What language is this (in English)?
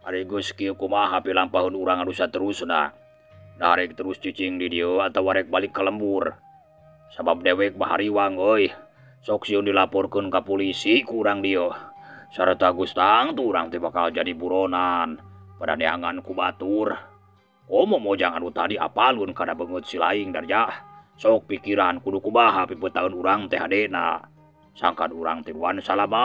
Sundanese